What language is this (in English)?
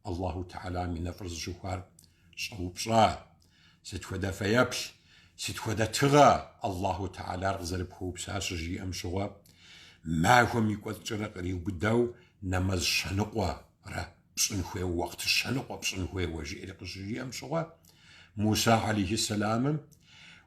Kabardian